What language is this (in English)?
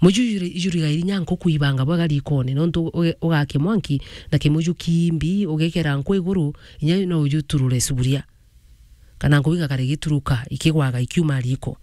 Meru